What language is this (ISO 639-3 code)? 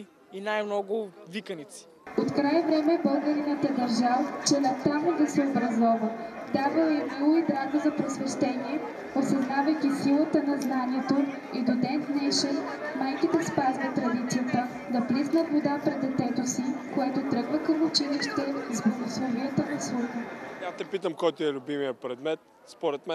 bul